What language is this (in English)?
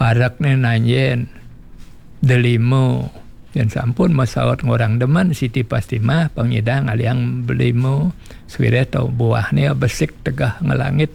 Balinese